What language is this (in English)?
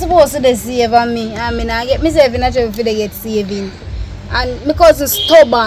Jamaican Creole English